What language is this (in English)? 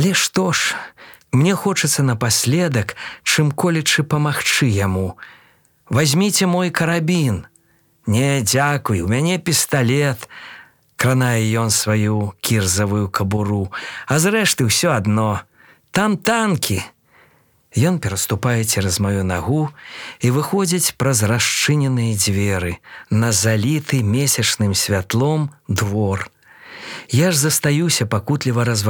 Belarusian